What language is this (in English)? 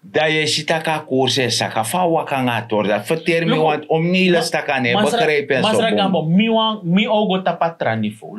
Sranan Tongo